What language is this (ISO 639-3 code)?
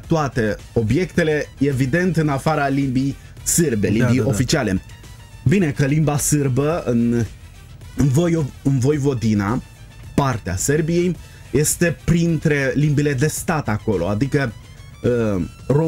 ron